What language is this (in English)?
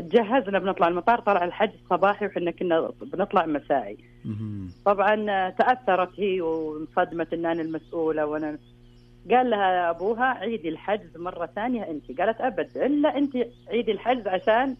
Najdi Arabic